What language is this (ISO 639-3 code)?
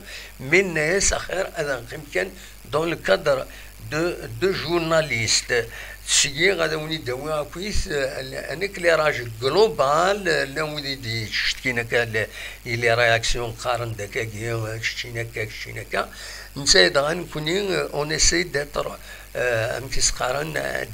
kab